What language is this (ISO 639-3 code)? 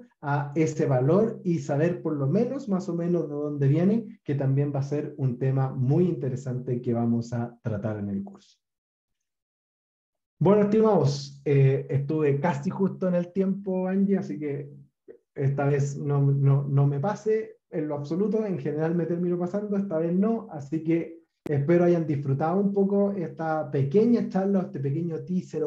spa